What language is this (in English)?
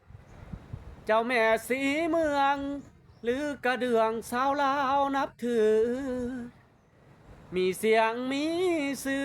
Lao